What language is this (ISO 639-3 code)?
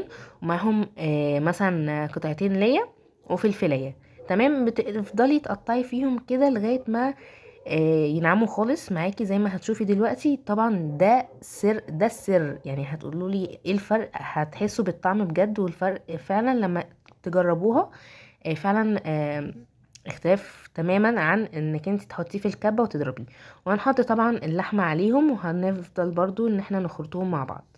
arz